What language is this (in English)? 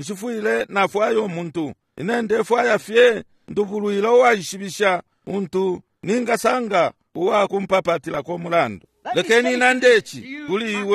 Bemba